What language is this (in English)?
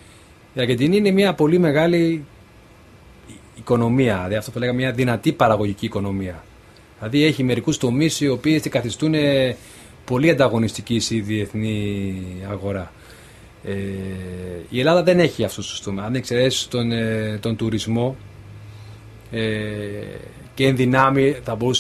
Greek